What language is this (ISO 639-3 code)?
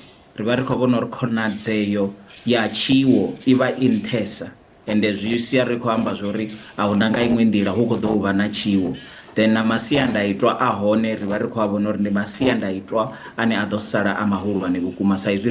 ven